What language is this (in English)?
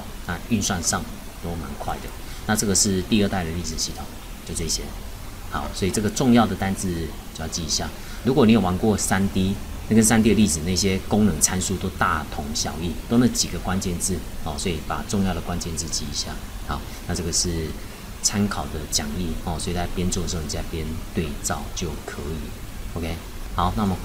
Chinese